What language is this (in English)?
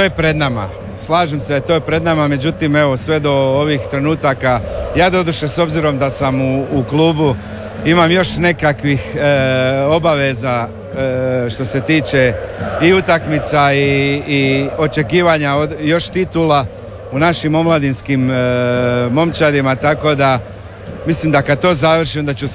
Croatian